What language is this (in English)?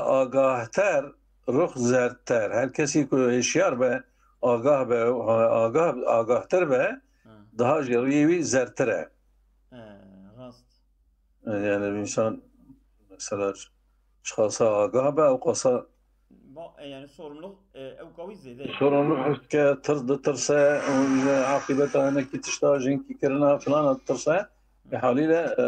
Kurdish